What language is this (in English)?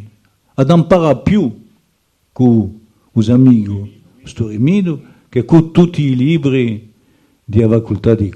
Corsican